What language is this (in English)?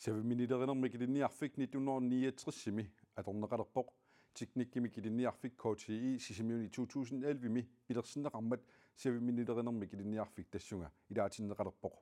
Kalaallisut